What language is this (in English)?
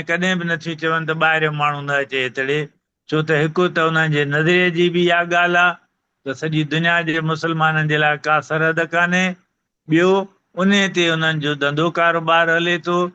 Sindhi